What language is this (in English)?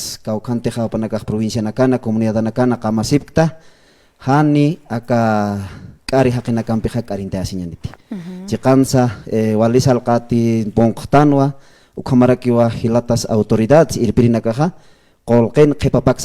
Aymara